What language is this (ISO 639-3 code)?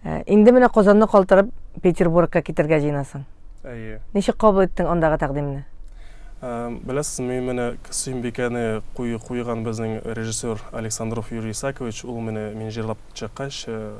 tat